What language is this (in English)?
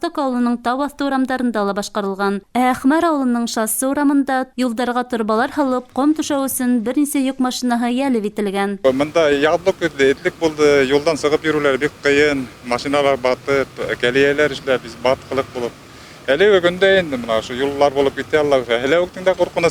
Bashkir